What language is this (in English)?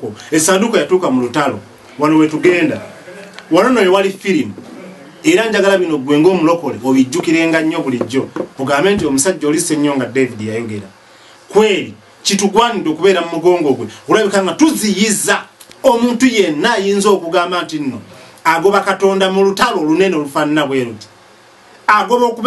Ganda